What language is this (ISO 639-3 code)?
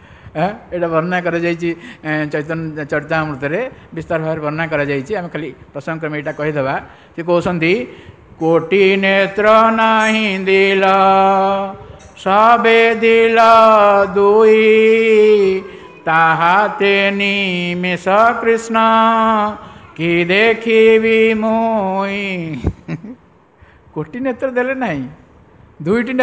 ori